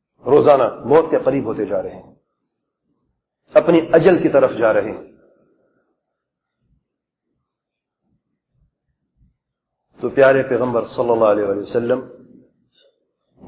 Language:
Urdu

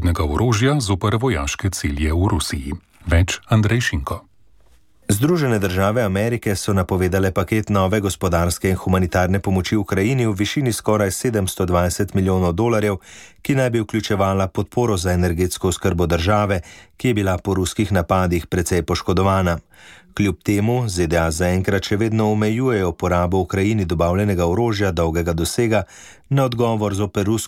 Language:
Slovenian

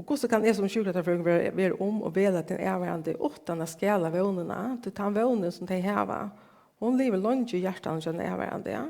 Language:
Faroese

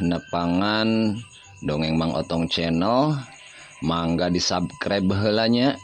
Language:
Sundanese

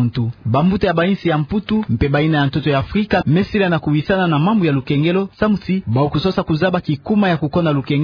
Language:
Kituba (Democratic Republic of Congo)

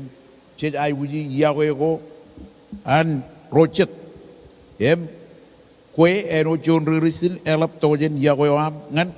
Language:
Marshallese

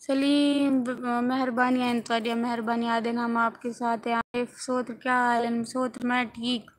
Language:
Saraiki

